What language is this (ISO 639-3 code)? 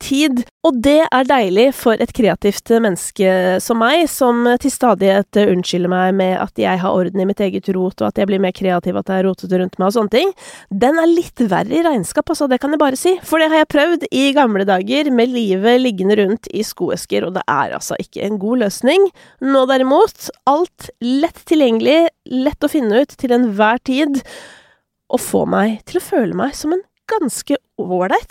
nor